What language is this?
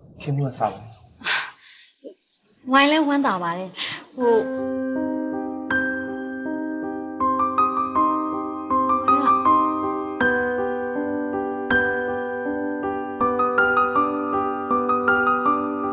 Burmese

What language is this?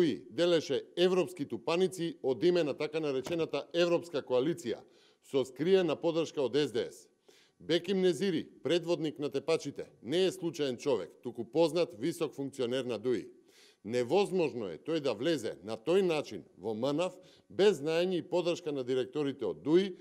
Macedonian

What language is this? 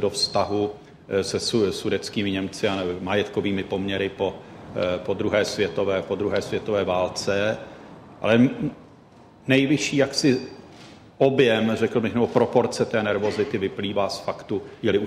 Czech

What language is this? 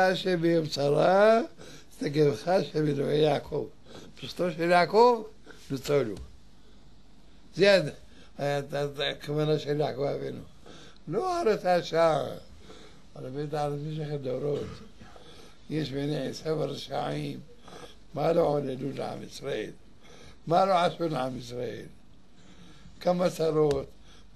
Hebrew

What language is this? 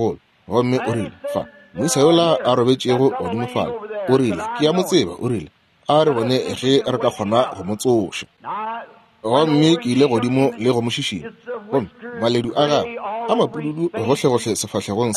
Northern Sotho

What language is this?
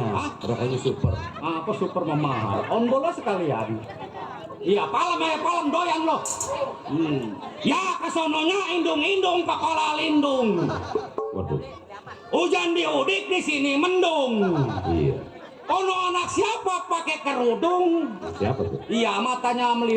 Betawi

